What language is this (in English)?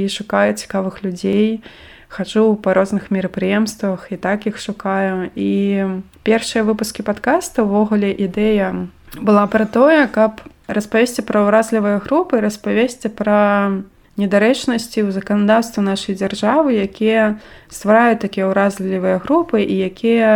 Belarusian